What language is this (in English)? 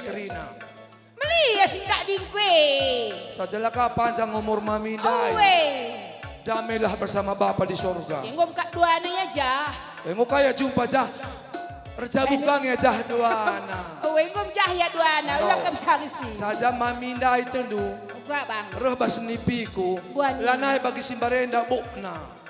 Batak Karo